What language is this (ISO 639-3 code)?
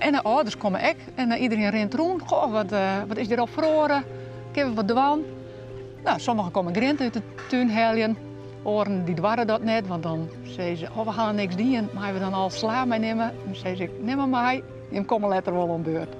fry